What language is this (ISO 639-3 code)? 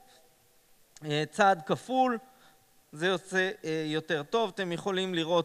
heb